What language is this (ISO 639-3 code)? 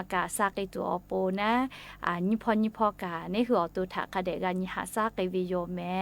lhu